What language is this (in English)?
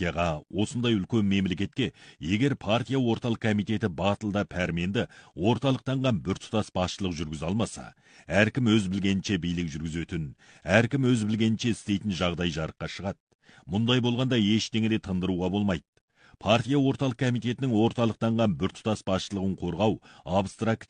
Kazakh